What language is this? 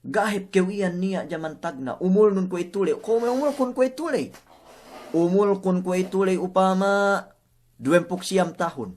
Yakan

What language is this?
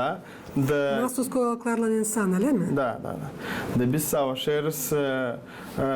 Gagauz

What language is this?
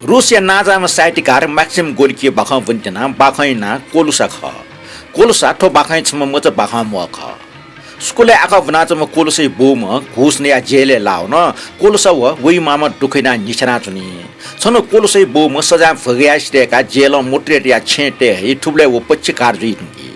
Newari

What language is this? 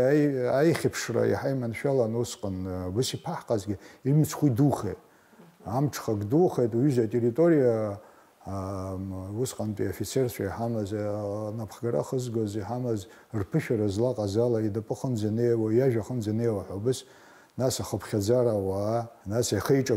Abkhazian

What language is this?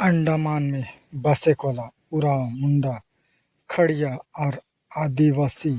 Sadri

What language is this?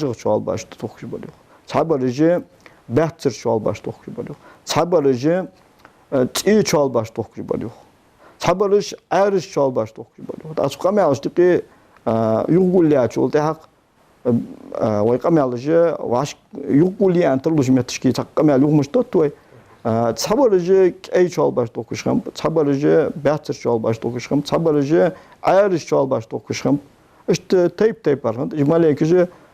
Ingush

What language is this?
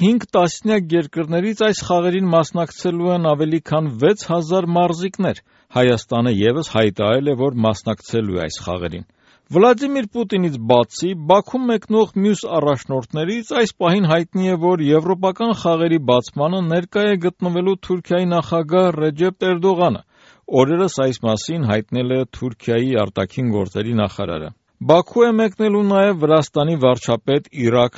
Armenian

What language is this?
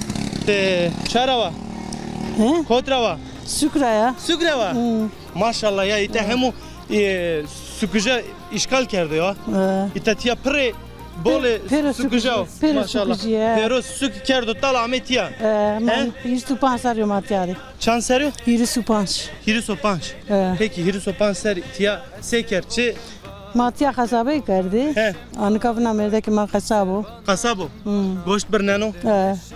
Zaza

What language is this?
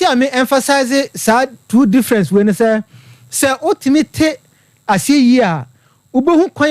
Akan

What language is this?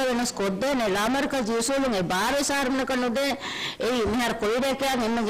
Divehi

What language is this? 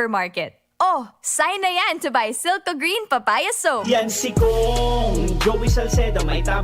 Bikol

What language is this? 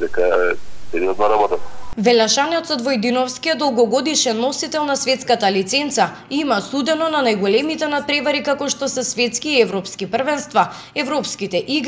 Macedonian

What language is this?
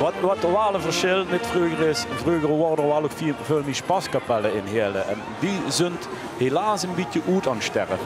Limburgish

